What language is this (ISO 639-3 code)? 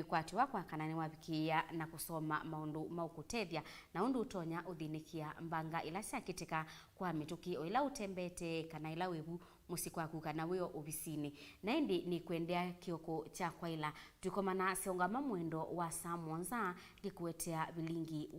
kam